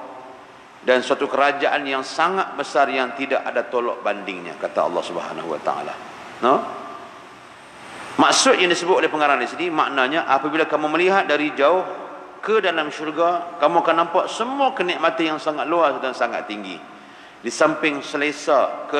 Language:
Malay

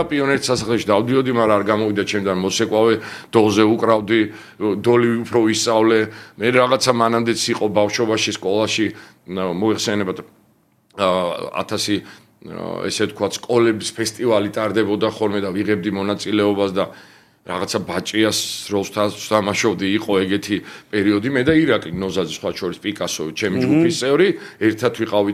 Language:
Georgian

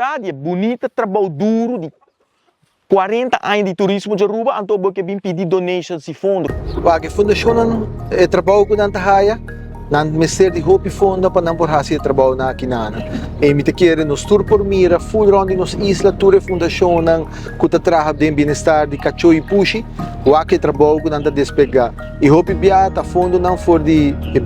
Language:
Papiamento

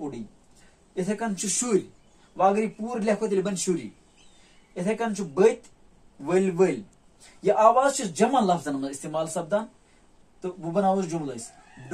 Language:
Kashmiri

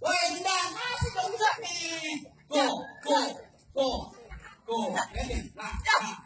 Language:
Betawi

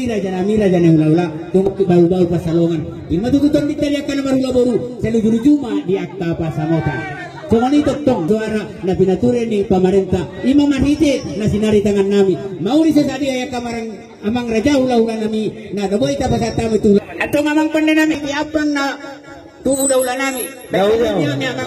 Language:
Batak Toba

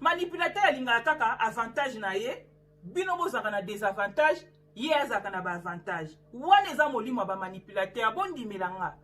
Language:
Lingala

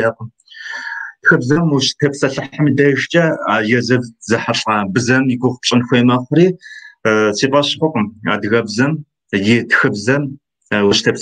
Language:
Kabardian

